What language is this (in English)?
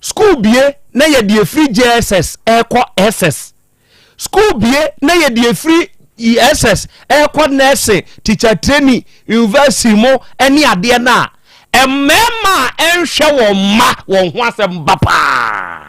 Akan